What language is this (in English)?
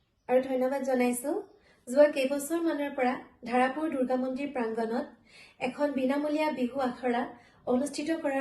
Assamese